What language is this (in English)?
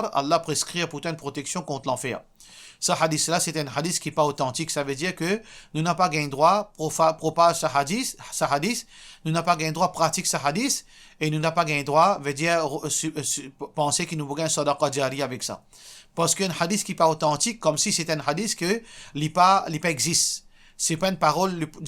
Morisyen